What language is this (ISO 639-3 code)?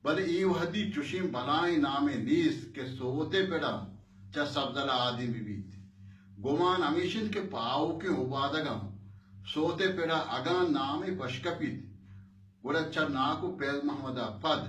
bal